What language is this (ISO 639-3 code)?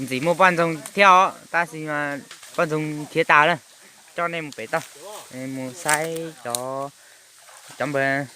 hmn